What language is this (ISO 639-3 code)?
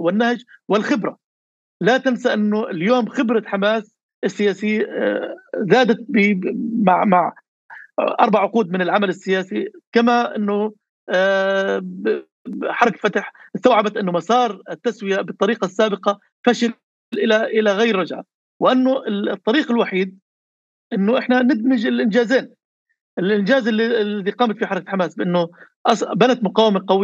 apc